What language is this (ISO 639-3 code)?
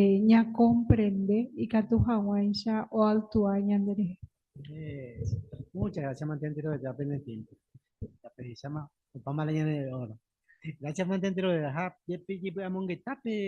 grn